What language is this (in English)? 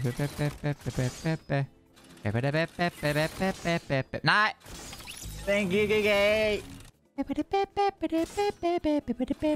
Danish